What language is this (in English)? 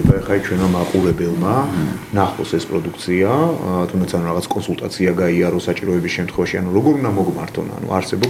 Georgian